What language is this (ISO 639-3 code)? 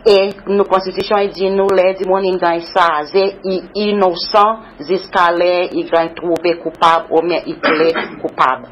crs